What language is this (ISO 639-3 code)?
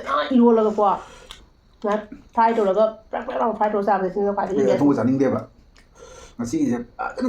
mni